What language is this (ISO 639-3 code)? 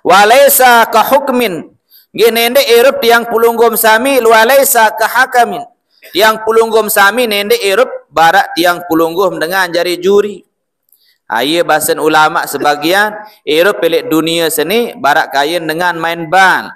sas